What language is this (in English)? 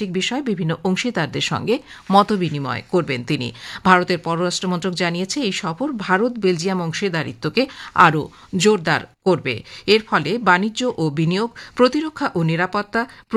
Bangla